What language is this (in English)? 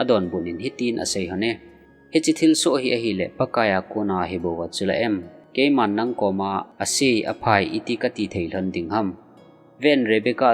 Thado Chin